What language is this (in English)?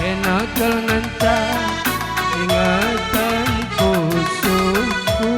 Batak Karo